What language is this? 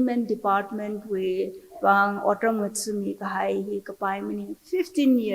Tangkhul Naga (India)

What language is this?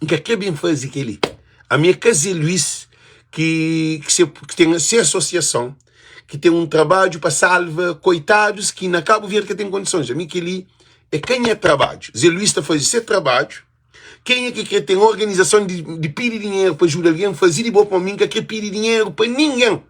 Kabuverdianu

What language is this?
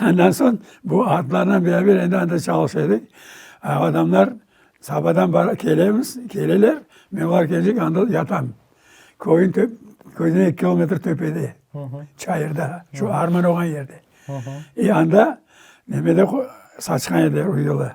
Crimean Tatar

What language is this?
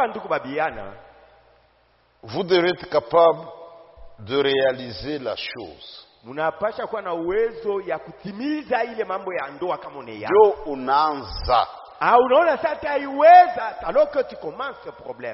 Swahili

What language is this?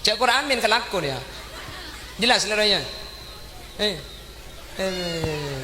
Madurese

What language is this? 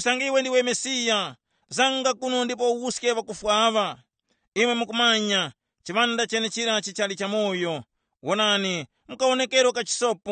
Tumbuka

